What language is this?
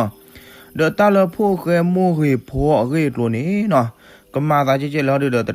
S'gaw Karen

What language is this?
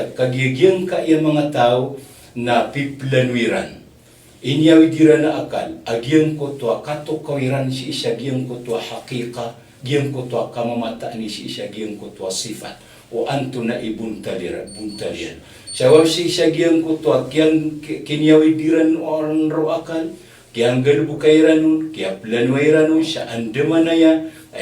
Maranao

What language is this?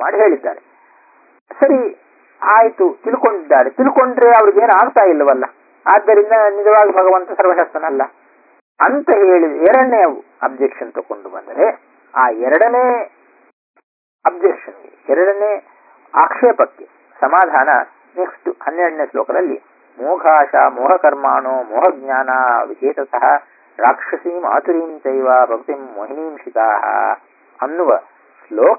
Kannada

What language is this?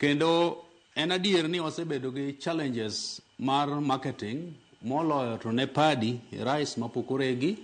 Luo (Kenya and Tanzania)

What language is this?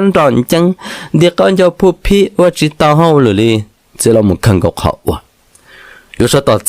Hmong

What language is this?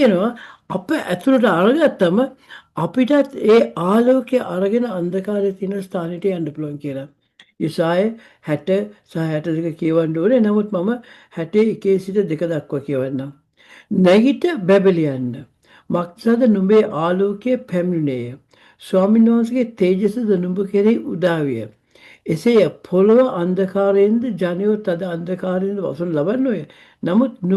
Sinhala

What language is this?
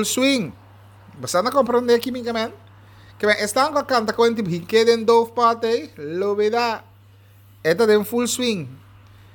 Papiamento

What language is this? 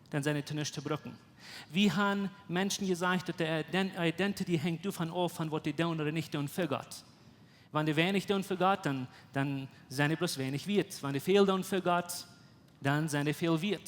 Plautdietsch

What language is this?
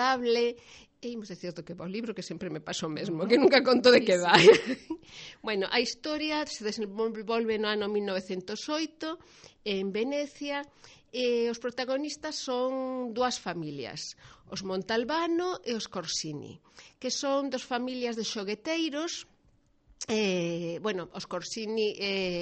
Galician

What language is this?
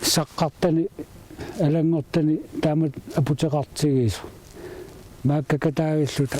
Kalaallisut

